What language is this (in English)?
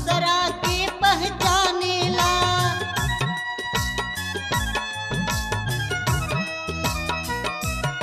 Bhojpuri